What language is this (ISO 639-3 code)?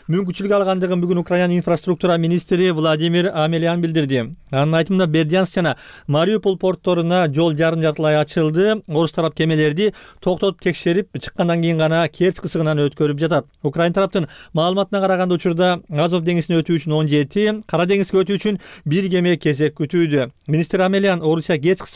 kir